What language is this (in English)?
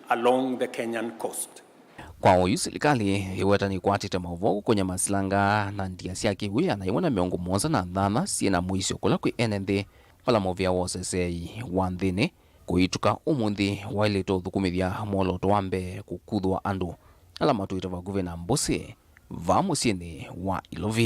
Kamba